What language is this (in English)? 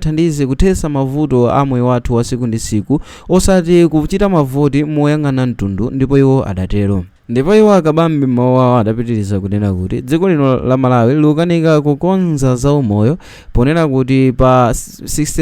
Nyanja